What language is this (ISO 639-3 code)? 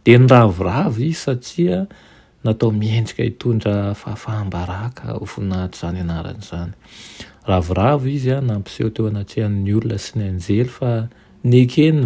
mlg